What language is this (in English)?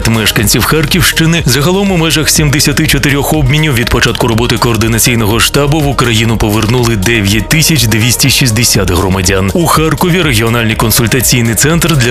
Ukrainian